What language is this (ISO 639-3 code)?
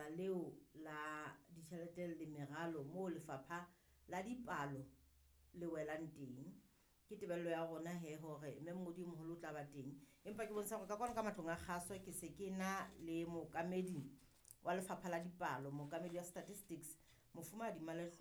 sot